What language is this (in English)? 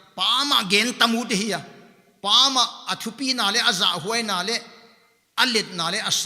Paite Chin